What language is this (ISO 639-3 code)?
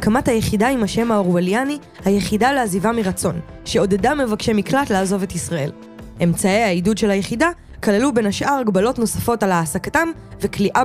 heb